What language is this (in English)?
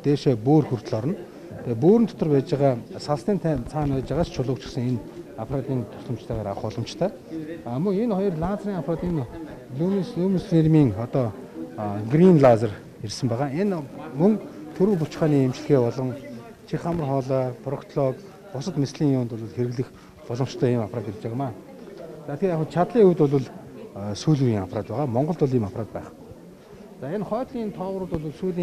Mongolian